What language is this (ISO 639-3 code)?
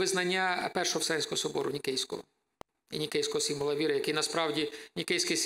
ukr